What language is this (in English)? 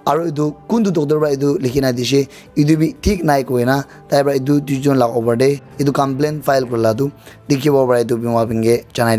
Naga Pidgin